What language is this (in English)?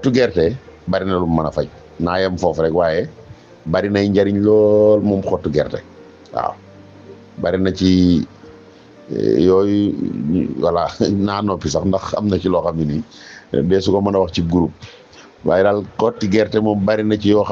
Wolof